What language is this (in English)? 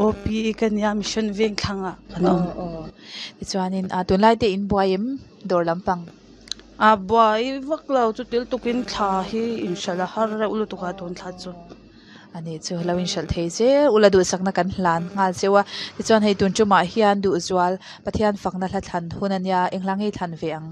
Mizo